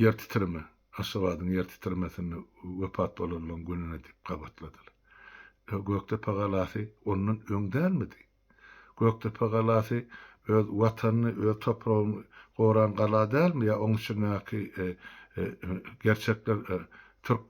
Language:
Turkmen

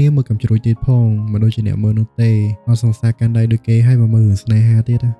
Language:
Khmer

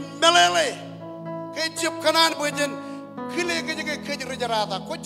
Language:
Marshallese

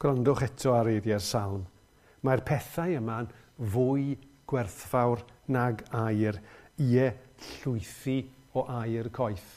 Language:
Welsh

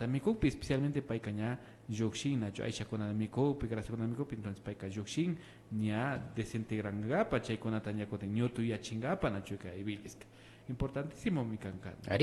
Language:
Imbabura Highland Quichua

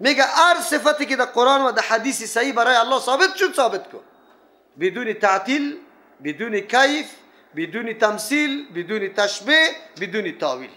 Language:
Persian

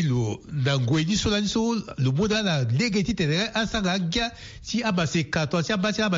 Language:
Sango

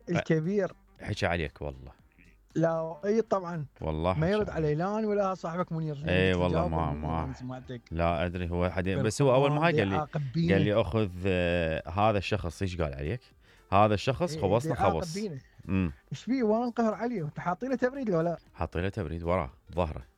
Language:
Mesopotamian Arabic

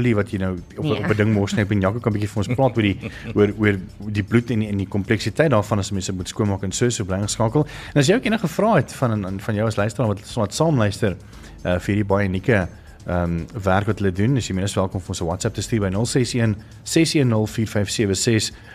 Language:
Afrikaans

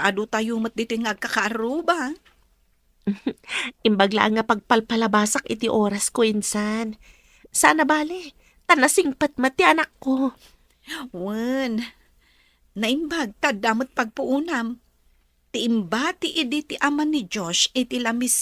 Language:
Iloko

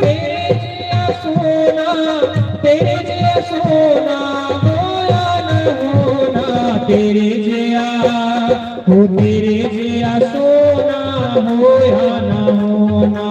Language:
Dogri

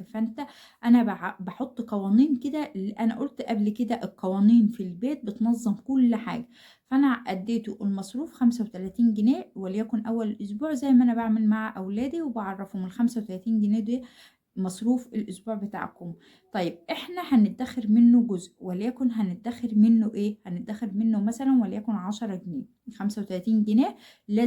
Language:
Egyptian Arabic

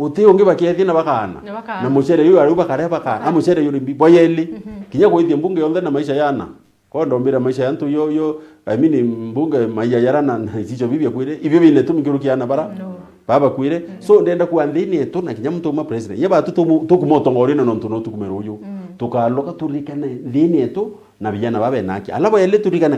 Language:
Meru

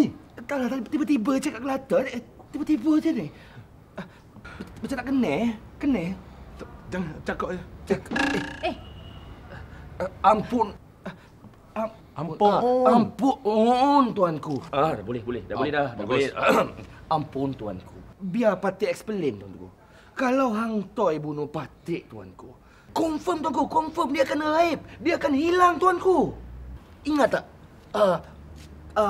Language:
Malay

